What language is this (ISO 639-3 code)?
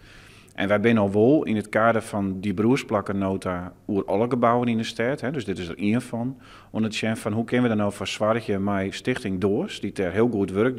fry